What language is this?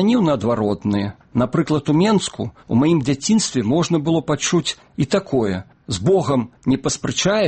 Belarusian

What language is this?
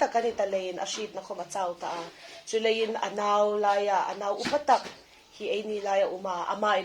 Hmar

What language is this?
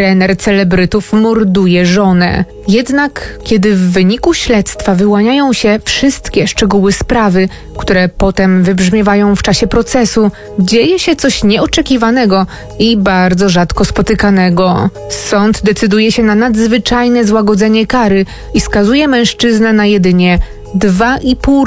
Polish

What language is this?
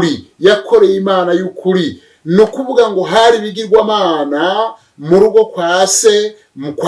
Rundi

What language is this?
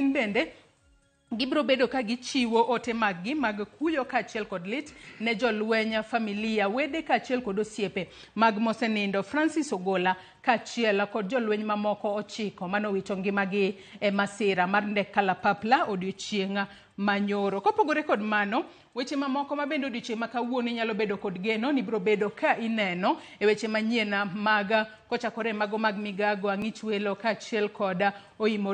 Luo (Kenya and Tanzania)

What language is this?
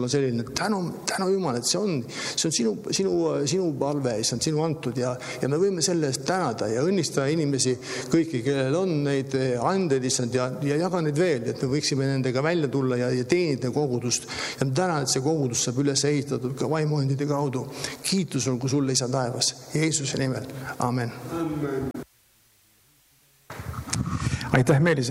Estonian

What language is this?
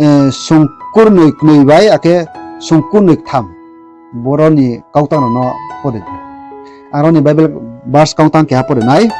Riang (India)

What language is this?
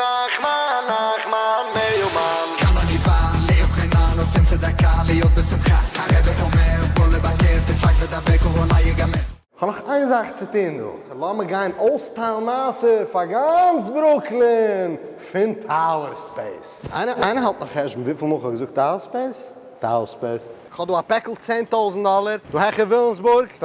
Yiddish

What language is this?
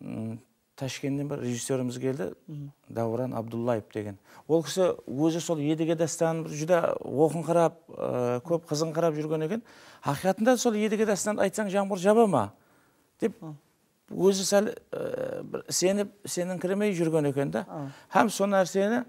Kara-Kalpak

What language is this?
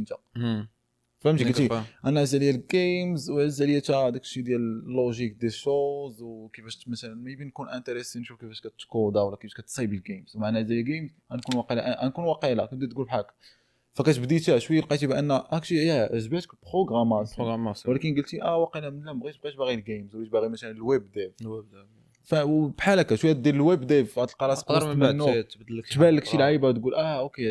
Moroccan Arabic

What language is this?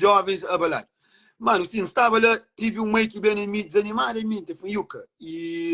Kabuverdianu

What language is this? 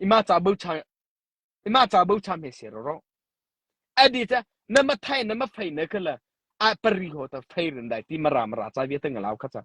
Mara Chin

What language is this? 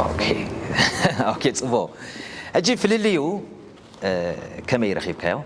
Tigrinya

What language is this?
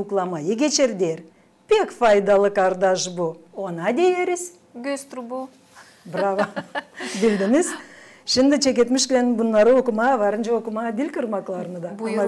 Gagauz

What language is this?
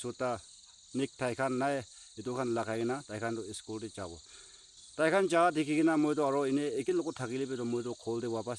Naga Pidgin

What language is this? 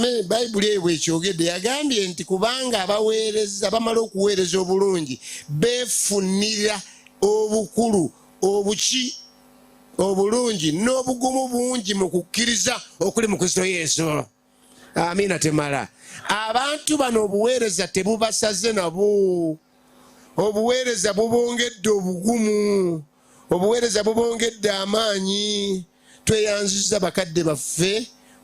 Ganda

